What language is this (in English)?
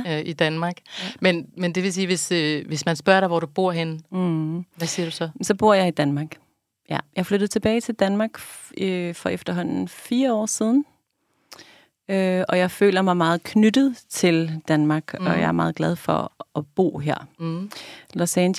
Danish